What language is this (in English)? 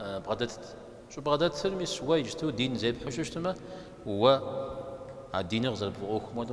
Kabardian